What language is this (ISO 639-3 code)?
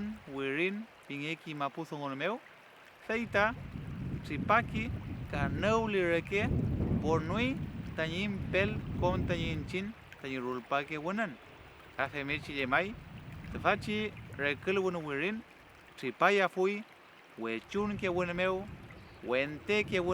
arn